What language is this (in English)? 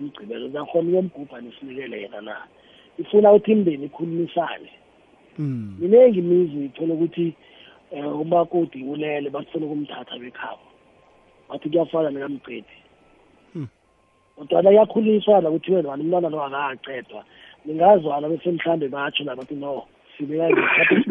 South Ndebele